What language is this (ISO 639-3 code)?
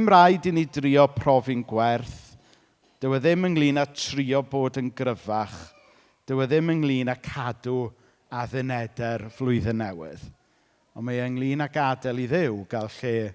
cym